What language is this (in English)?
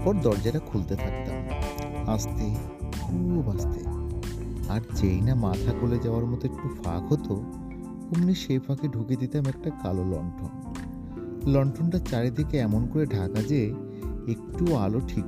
Bangla